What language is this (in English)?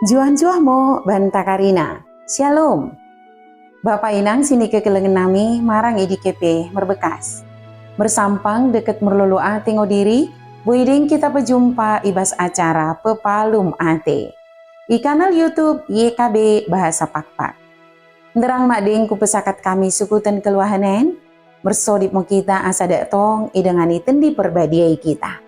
Batak Dairi